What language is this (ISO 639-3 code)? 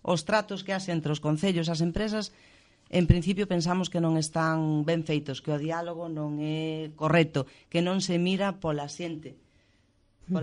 glg